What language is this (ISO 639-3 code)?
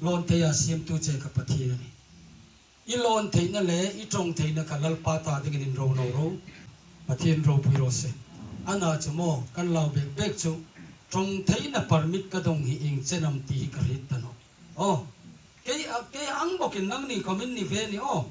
hmr